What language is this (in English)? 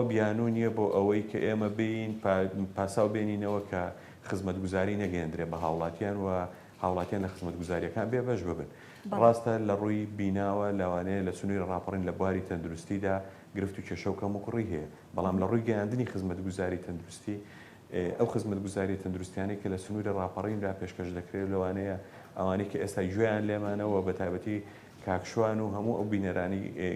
Central Kurdish